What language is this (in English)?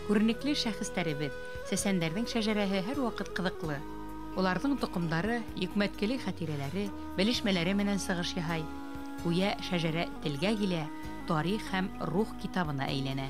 Bashkir